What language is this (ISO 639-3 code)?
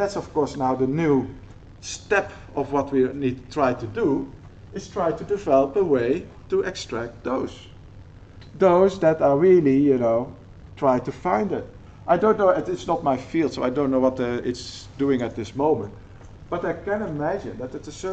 eng